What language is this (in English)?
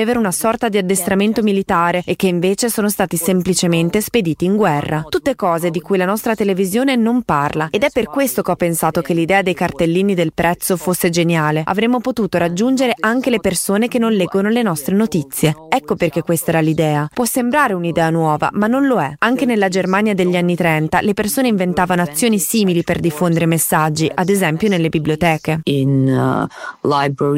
Italian